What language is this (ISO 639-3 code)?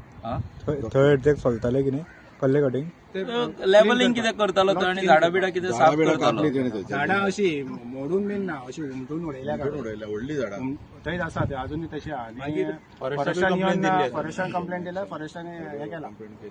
kok